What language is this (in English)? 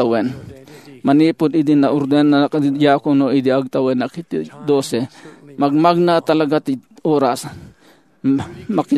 Iloko